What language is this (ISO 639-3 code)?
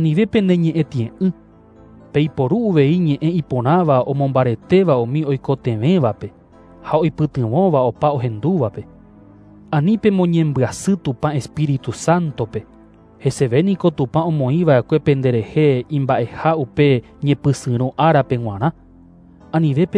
grn